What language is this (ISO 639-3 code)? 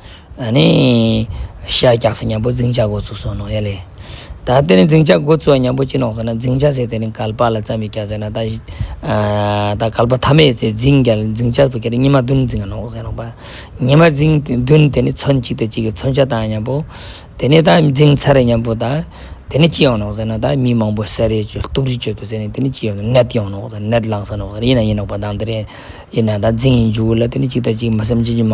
lbj